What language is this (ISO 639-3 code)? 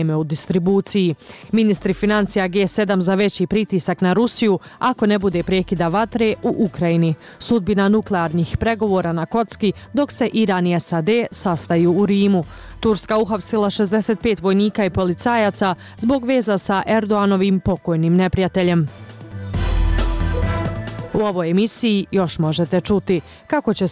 bos